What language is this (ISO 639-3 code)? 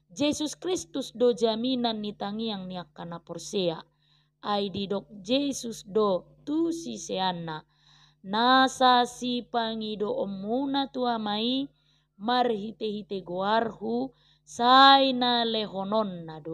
bbc